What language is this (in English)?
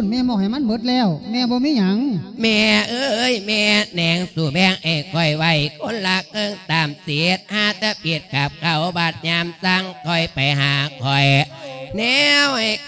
Lao